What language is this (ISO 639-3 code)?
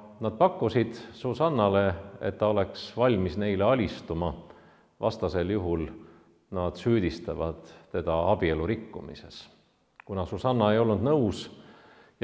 est